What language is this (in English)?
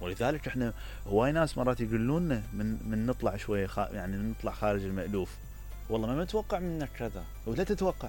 Mesopotamian Arabic